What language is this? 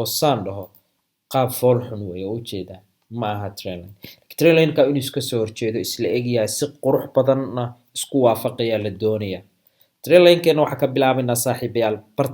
Somali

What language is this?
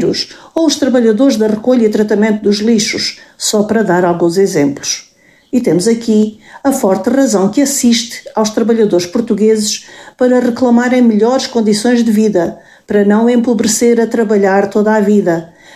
Portuguese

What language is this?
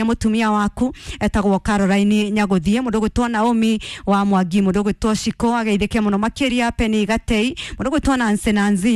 Kikuyu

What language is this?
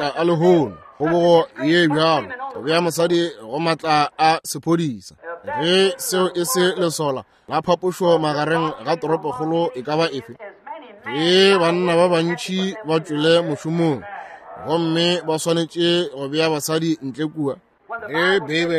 Northern Sotho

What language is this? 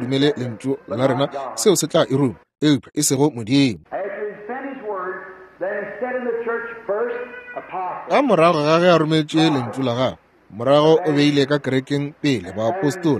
Northern Sotho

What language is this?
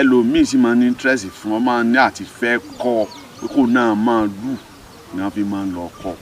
Yoruba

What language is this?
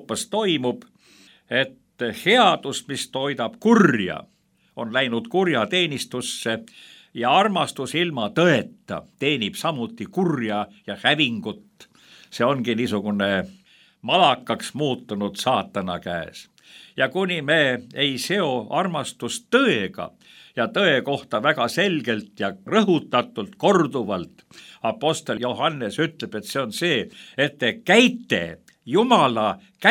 Estonian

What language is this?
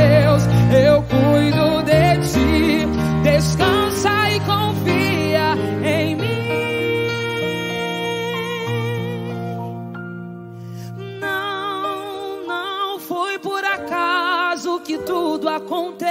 Portuguese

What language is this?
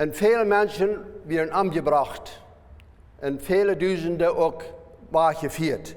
Plautdietsch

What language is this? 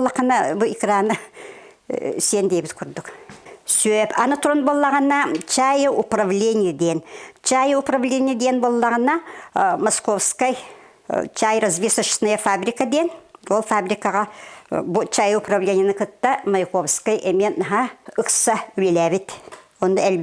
Yakut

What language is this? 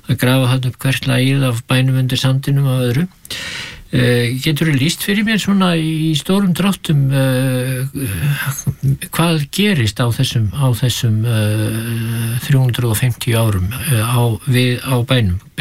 Icelandic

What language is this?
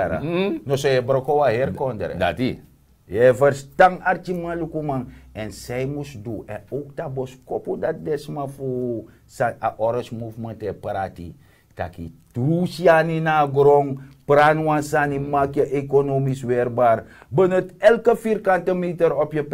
Sranan Tongo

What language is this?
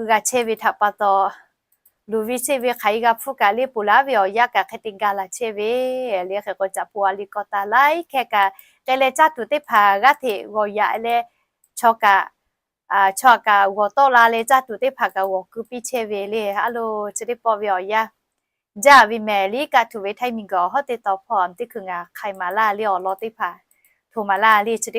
Lahu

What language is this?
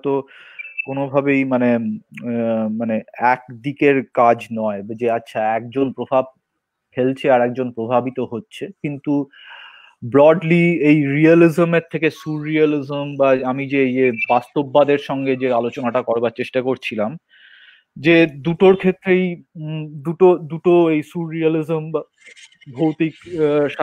Bangla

